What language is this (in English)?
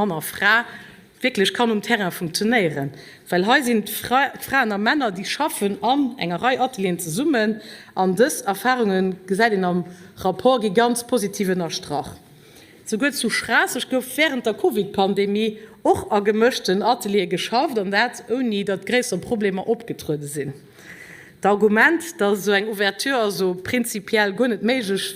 Luxembourgish